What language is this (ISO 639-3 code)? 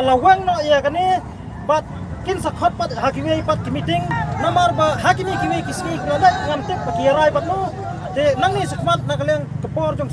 kha